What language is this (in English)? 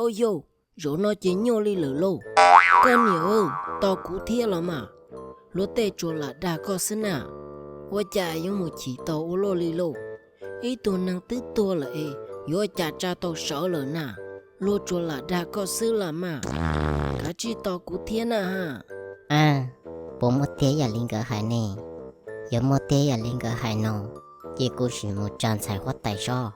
Hmong